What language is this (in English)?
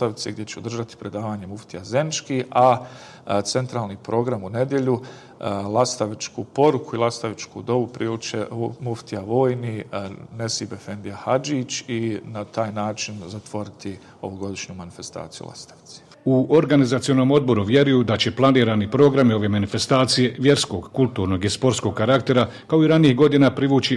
Bosnian